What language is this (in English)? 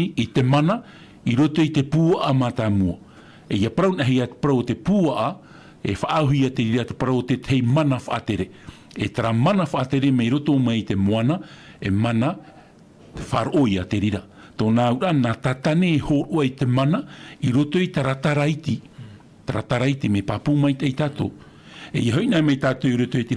Tahitian